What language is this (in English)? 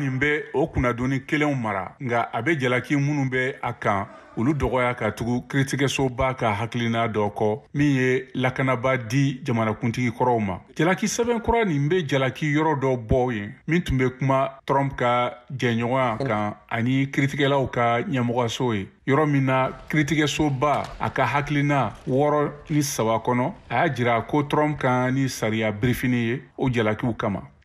Bambara